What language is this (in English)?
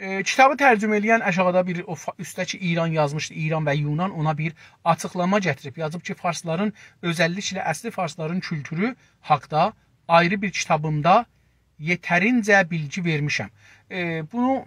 South Azerbaijani